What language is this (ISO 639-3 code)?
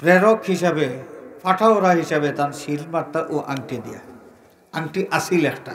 syl